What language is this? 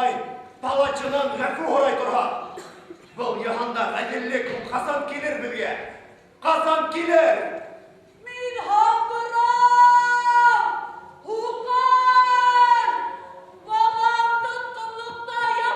Bashkir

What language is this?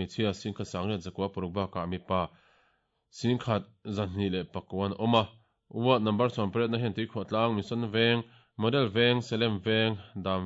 Mizo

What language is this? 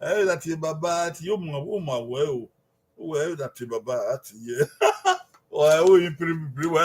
Bini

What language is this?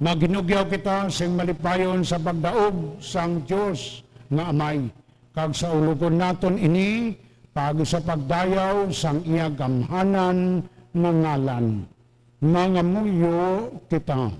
Hiligaynon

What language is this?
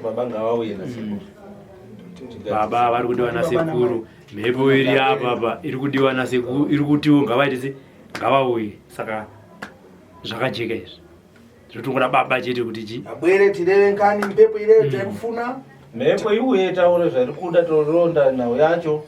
Shona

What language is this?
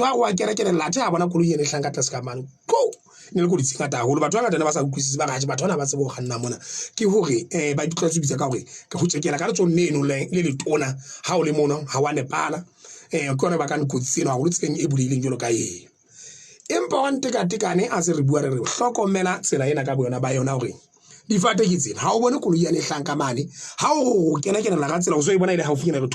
Southern Sotho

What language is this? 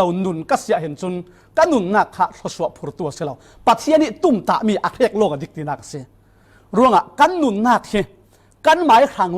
Falam Chin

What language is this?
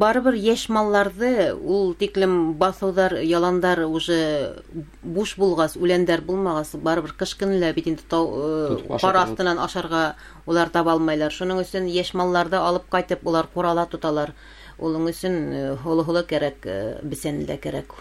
Bashkir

